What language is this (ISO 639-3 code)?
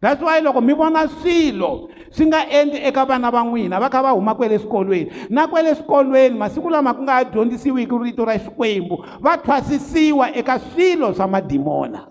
tso